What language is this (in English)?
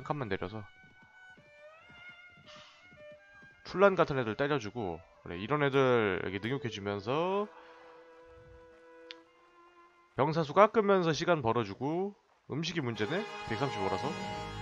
Korean